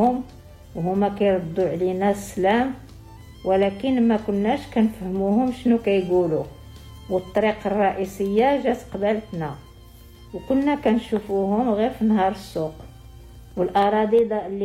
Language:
Moroccan Arabic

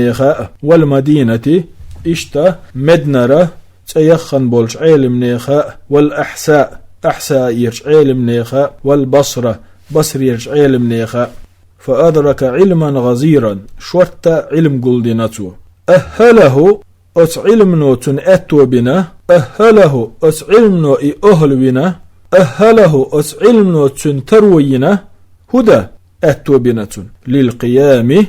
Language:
Chechen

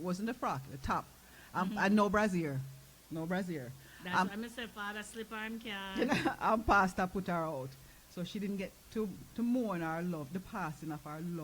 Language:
Jamaican Creole English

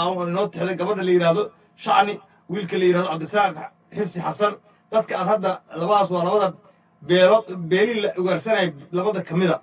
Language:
Somali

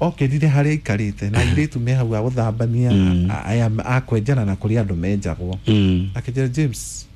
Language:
Kikuyu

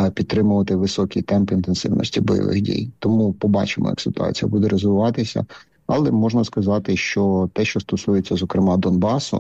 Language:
Ukrainian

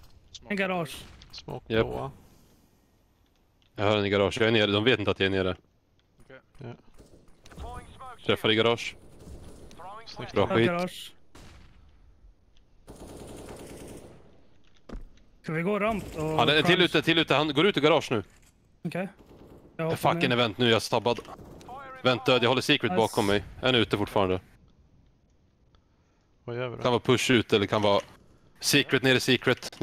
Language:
Swedish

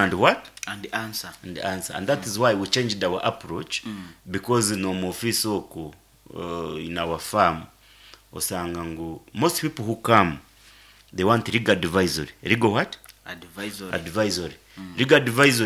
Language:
Nyankole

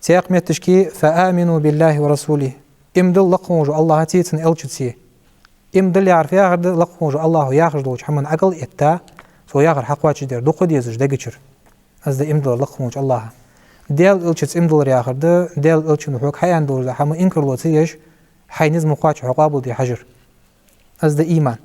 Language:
Ingush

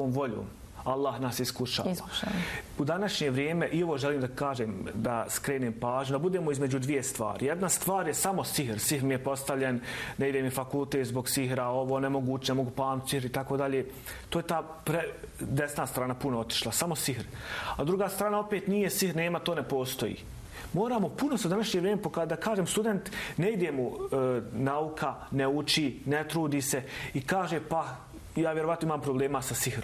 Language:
Bosnian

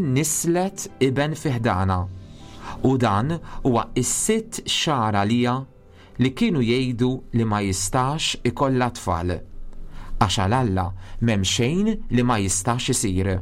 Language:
Maltese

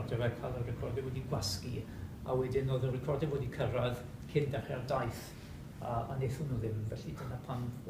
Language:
Welsh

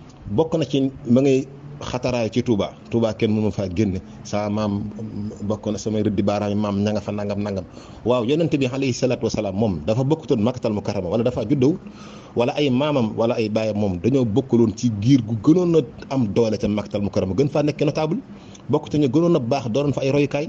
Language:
Wolof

